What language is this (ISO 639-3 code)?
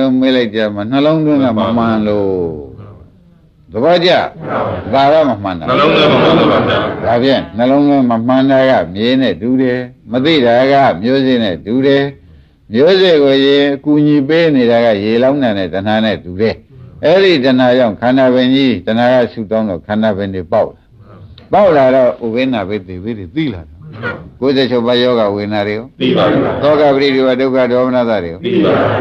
mya